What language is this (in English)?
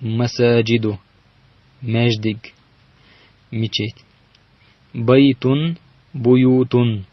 Chechen